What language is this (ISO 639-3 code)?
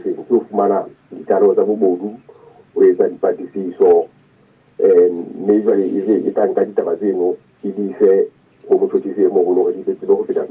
sot